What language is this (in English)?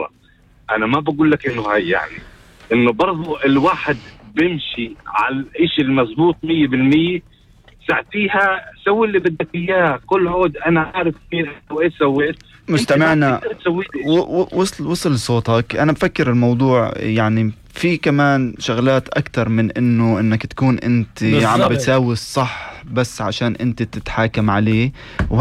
North Levantine Arabic